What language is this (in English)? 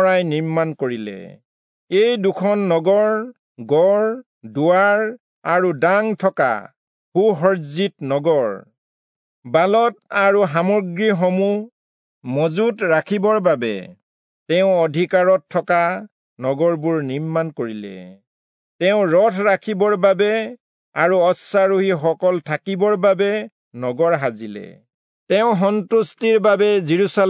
Assamese